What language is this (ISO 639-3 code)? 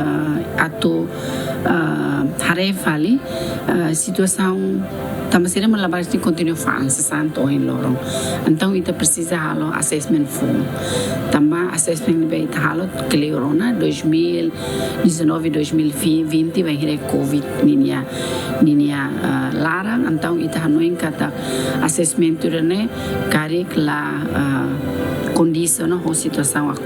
tet